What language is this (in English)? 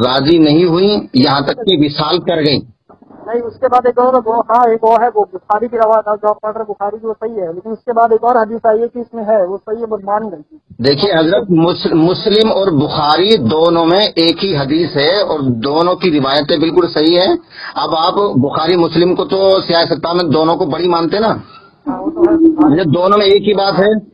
Urdu